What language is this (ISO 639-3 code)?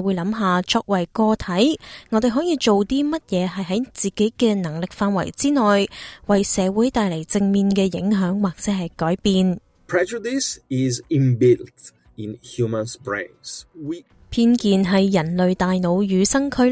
yue